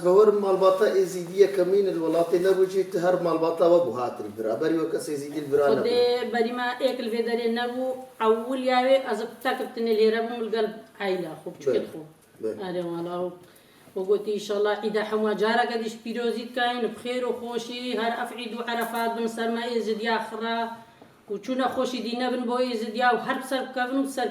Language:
Kurdish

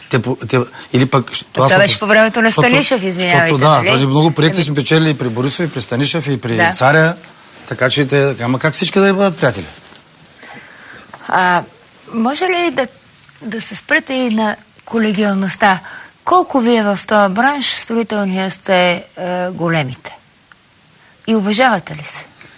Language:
Bulgarian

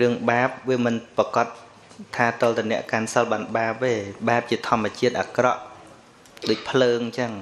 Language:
Khmer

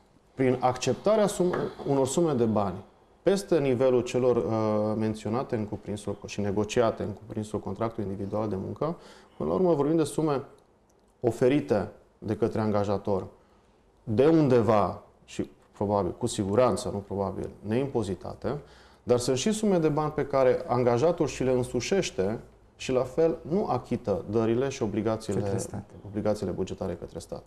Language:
Romanian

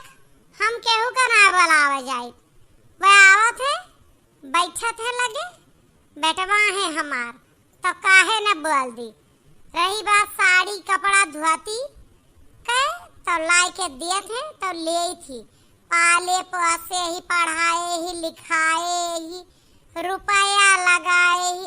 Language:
Awadhi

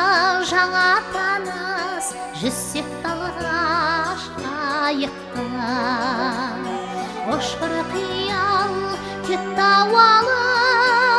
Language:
Kazakh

